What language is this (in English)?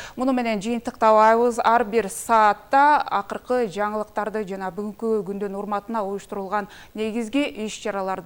Kyrgyz